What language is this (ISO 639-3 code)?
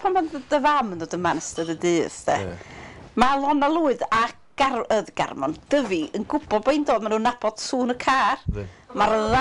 cym